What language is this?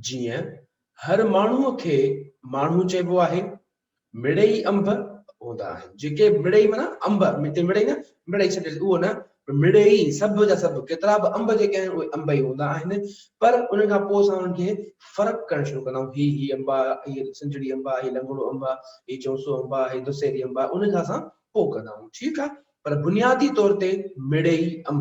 Sindhi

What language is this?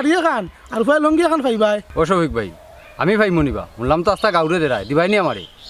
Sylheti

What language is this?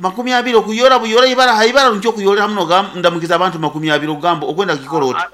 Nyankole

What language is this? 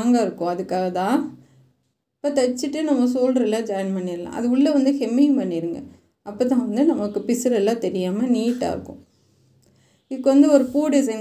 Tamil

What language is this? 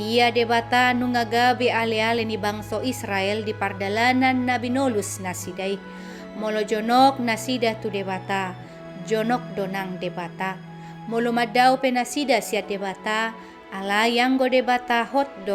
Batak Toba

